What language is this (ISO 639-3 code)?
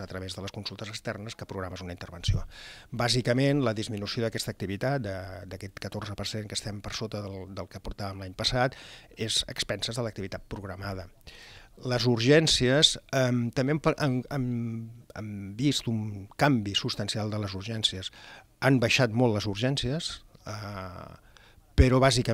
cat